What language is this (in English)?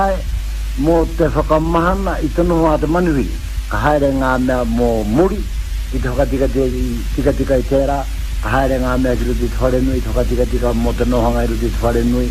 Māori